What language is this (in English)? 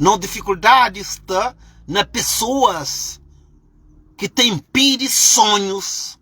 Kabuverdianu